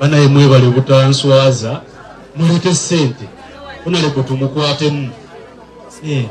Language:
Ganda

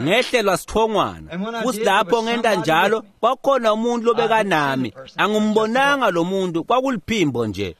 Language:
Swati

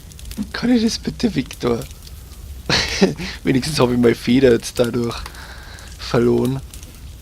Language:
Bavarian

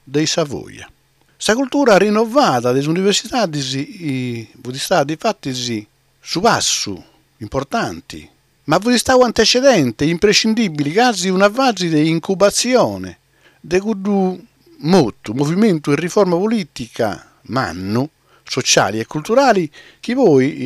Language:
Sardinian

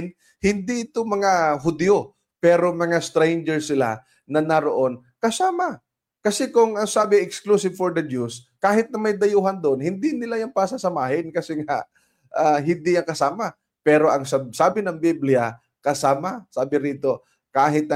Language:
Filipino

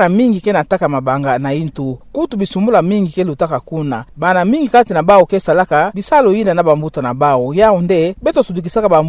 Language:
Kituba (Democratic Republic of Congo)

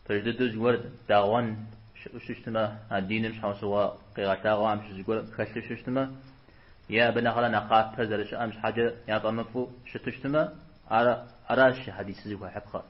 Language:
Kabardian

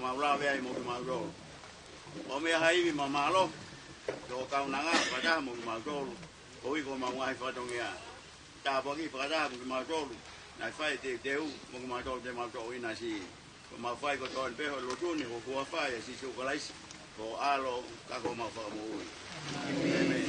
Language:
Tongan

